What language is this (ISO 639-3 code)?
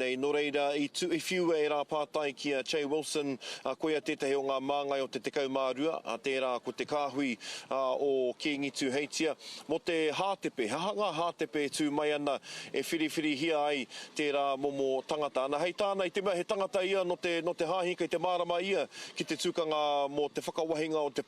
mri